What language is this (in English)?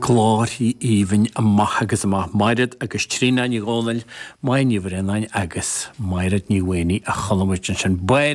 Irish